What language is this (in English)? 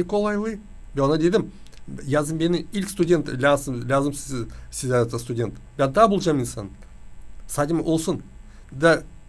Gagauz